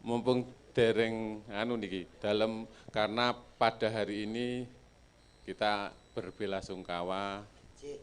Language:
Javanese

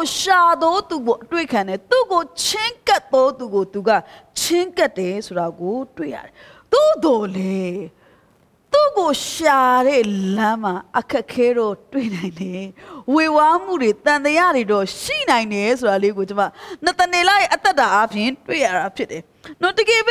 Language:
Burmese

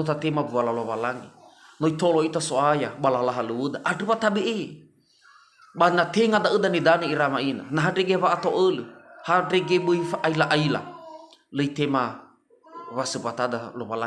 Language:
Nias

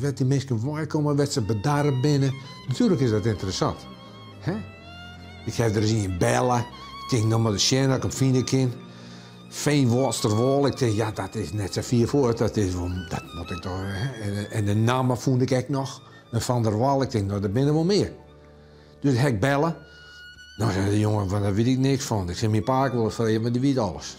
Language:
Western Frisian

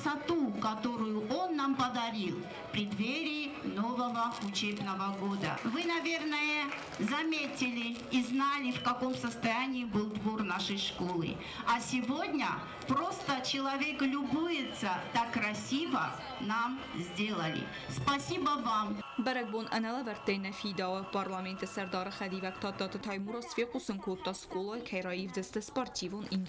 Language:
Ossetic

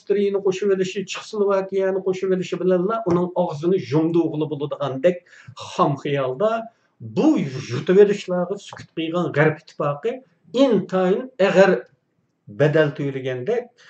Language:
Uyghur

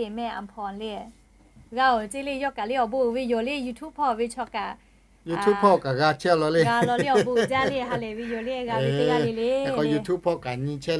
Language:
Lahu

